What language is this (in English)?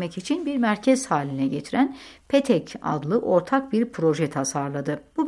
Turkish